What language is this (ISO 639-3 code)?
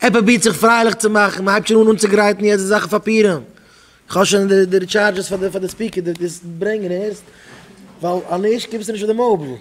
yid